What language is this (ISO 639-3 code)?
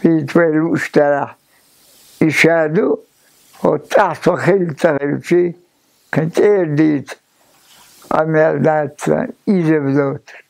che